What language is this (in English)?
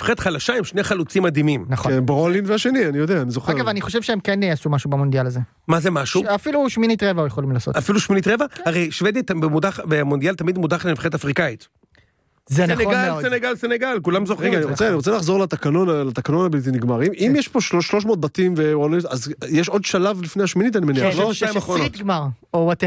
Hebrew